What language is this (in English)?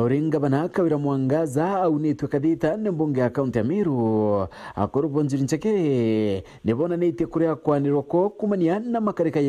Meru